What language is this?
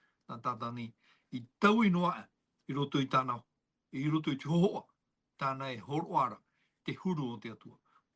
Tahitian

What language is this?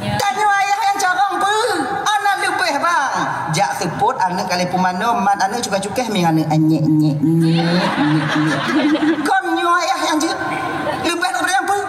Achinese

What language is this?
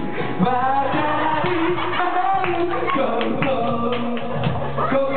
Japanese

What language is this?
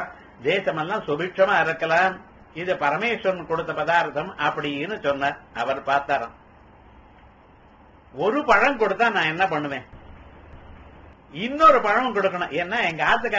Tamil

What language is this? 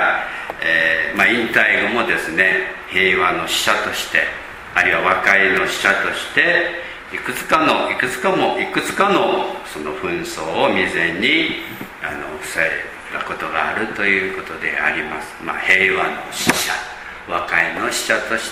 Japanese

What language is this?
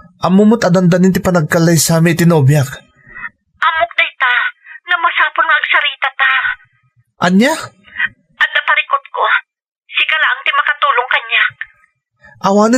Iloko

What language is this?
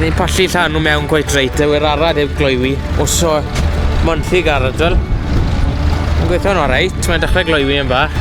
Welsh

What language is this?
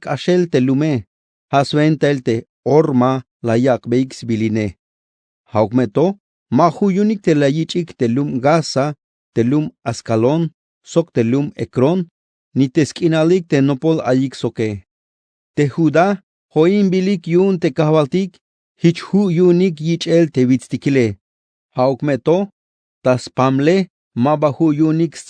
Tzeltal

